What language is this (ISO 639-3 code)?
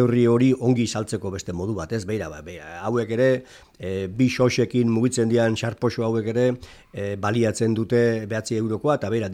eus